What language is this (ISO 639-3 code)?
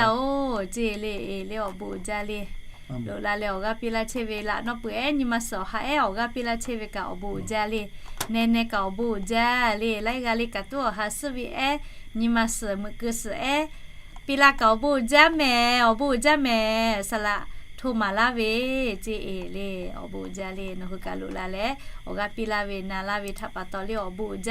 lhu